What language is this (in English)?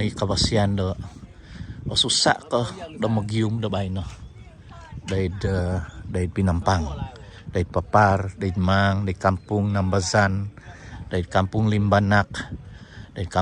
Central Dusun